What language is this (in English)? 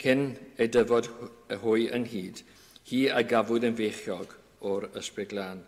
Welsh